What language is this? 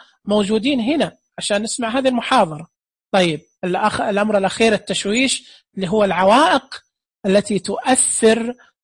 Najdi Arabic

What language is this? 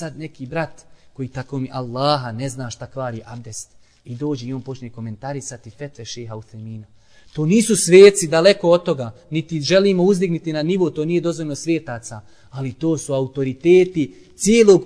Bosnian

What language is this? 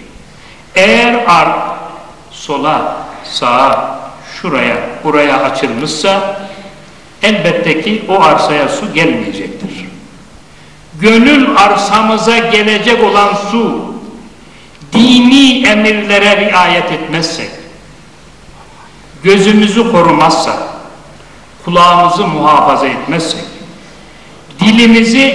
Turkish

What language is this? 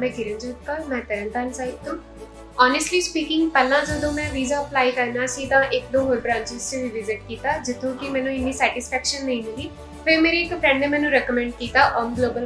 Punjabi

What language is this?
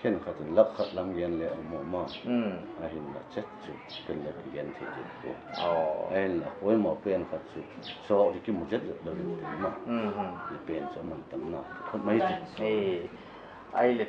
Paite Chin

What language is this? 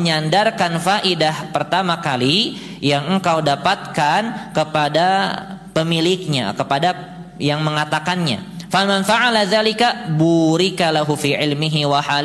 Indonesian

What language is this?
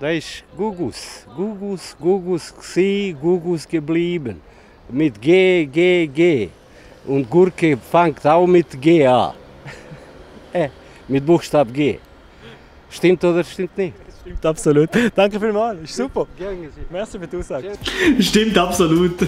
Swiss German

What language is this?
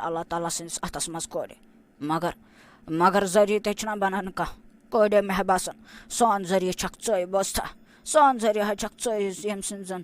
Kashmiri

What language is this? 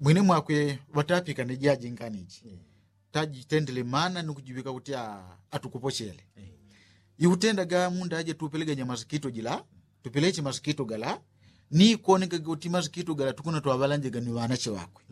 Yao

